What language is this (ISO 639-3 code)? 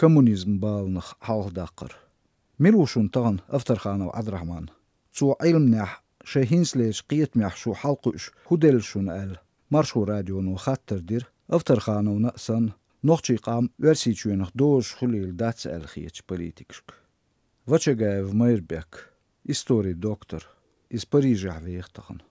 che